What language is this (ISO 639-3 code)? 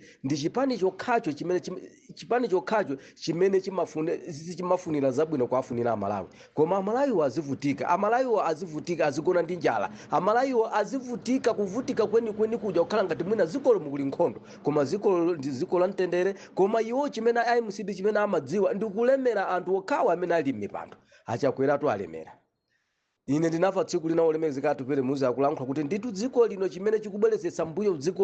nya